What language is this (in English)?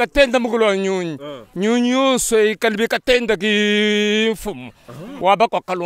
Luba-Lulua